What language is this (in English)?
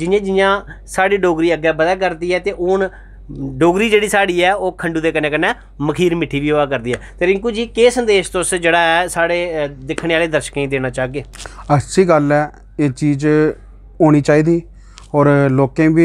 Dogri